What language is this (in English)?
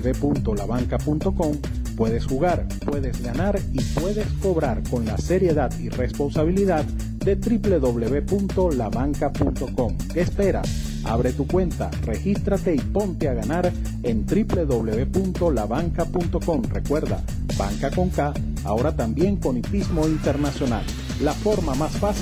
Spanish